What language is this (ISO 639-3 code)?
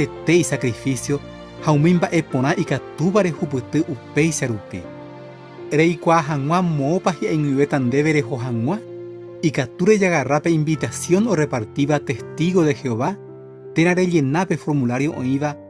grn